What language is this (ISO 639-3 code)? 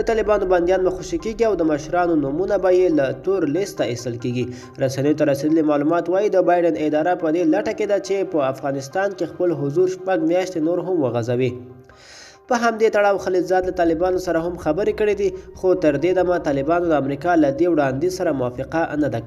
pus